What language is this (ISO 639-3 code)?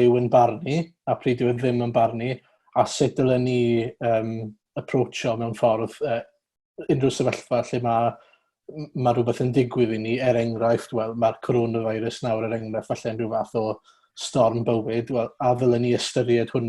cym